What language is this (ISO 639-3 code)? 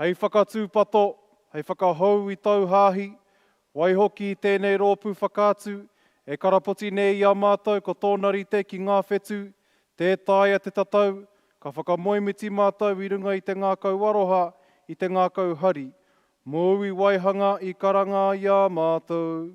mri